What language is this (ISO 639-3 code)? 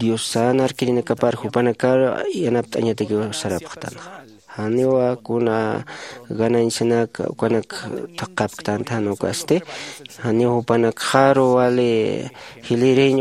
aym